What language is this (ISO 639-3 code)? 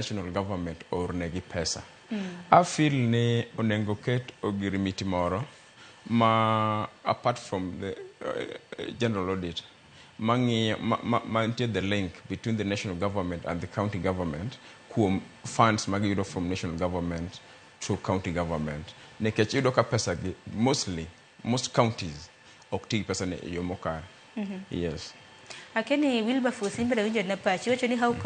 luo